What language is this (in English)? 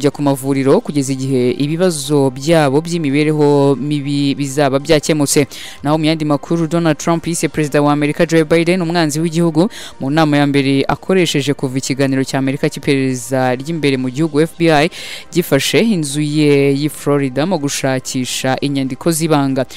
Kinyarwanda